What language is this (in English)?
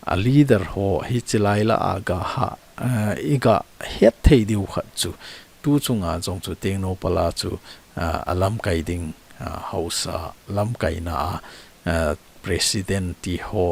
Thado Chin